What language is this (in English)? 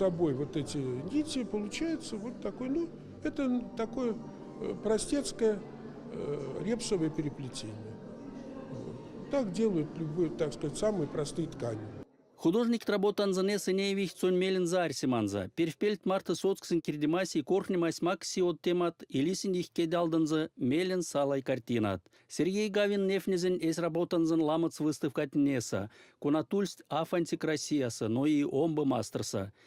Erzya